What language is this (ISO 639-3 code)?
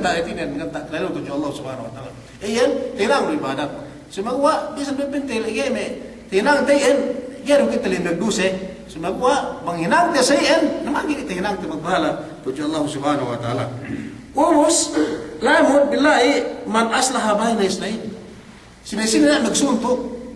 yka